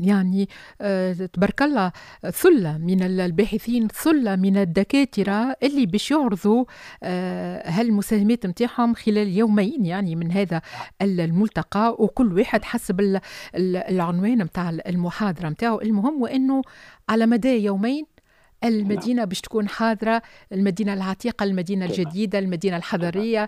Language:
Tunisian Arabic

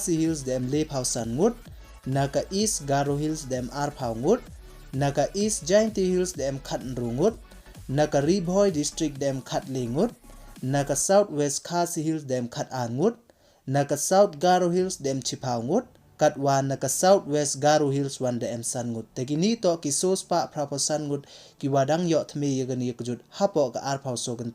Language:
Pnar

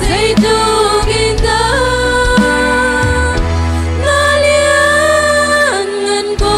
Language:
Hakha Chin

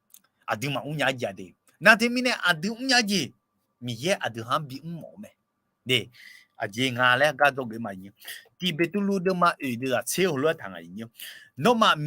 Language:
Akha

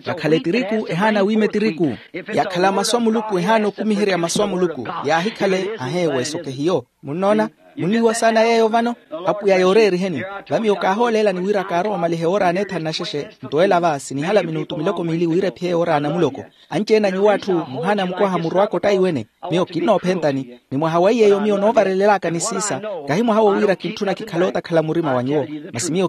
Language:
Makhuwa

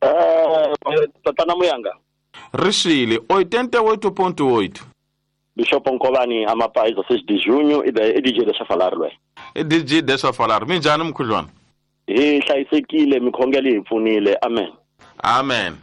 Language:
Tsonga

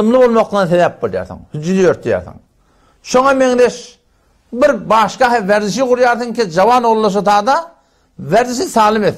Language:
Turkmen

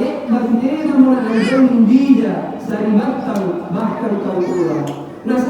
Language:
Makasar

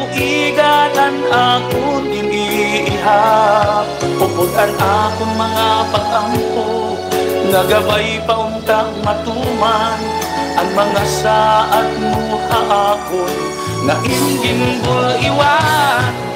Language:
Waray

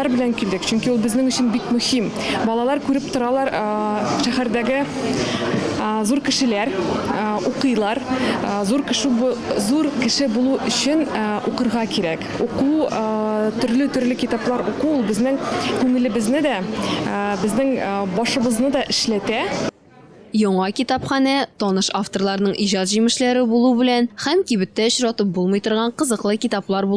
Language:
Tatar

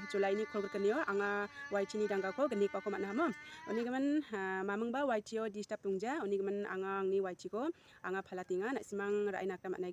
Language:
Garo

